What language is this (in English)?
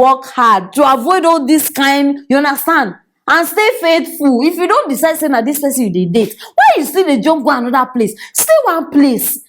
Nigerian Pidgin